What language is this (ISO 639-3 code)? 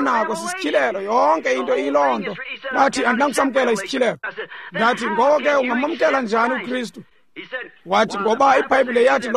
xho